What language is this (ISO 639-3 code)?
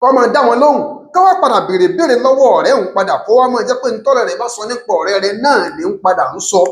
yor